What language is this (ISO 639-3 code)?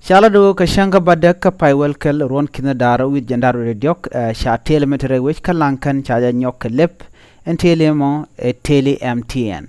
nus